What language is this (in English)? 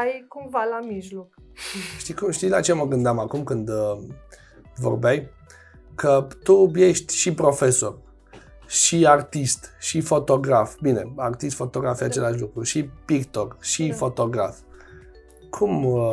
Romanian